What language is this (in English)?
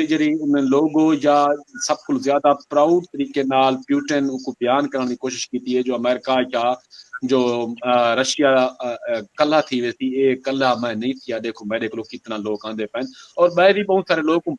Saraiki